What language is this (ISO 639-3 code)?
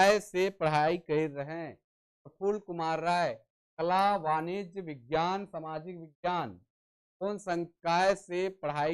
sck